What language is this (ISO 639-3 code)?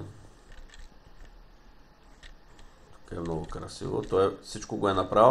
bul